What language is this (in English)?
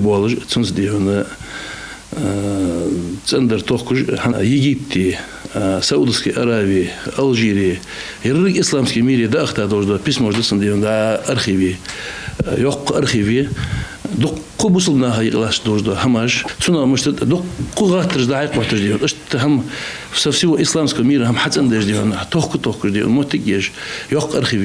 Ingush